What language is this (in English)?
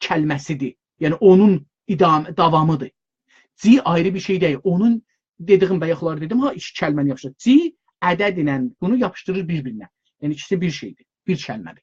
South Azerbaijani